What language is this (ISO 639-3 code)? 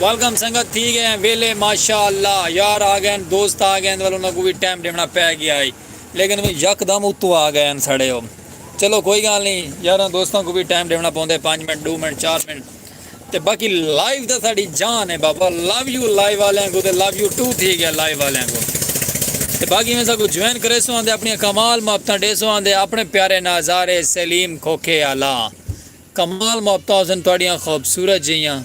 skr